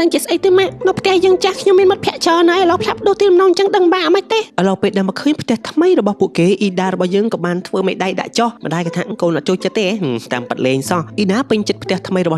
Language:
Khmer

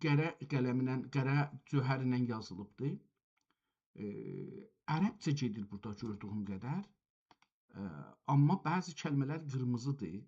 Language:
South Azerbaijani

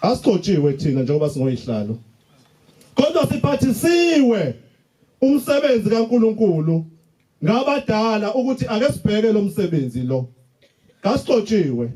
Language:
Zulu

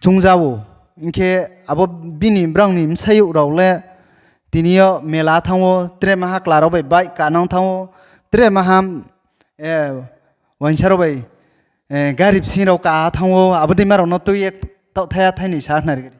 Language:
Riang (India)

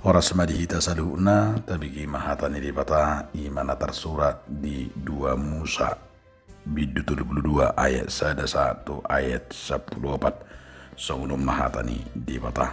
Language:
Batak Toba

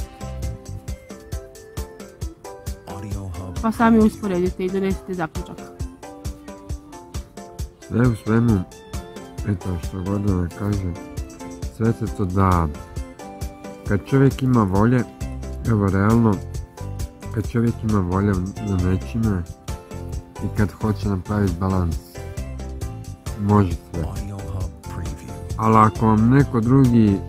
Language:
Croatian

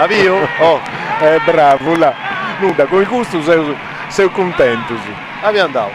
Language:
Sardinian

